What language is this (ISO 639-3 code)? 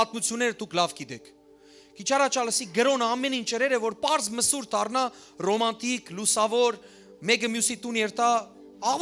hyw